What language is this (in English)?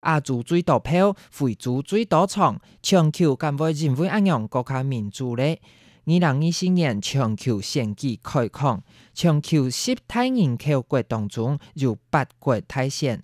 Hakka Chinese